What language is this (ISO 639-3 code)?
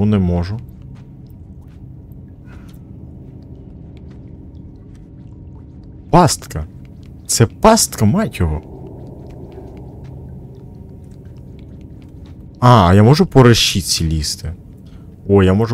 ukr